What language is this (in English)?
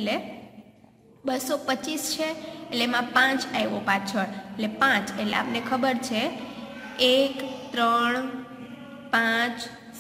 Gujarati